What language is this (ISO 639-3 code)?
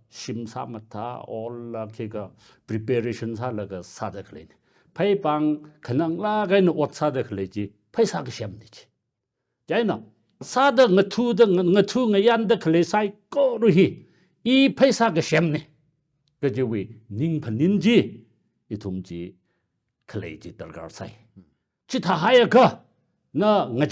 nmf